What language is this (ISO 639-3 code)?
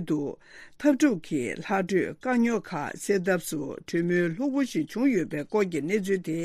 bod